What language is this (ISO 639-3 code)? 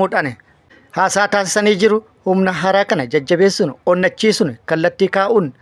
orm